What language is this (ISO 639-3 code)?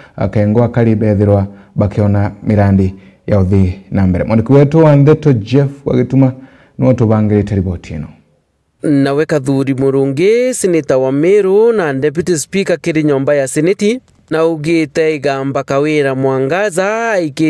mer